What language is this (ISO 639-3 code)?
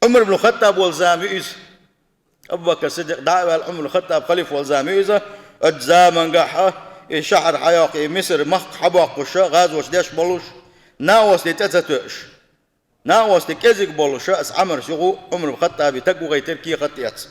che